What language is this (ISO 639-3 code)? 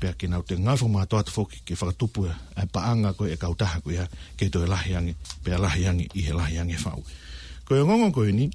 ton